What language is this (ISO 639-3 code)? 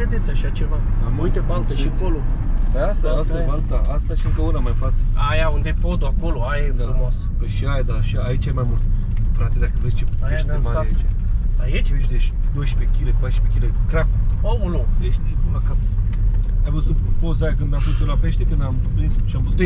ron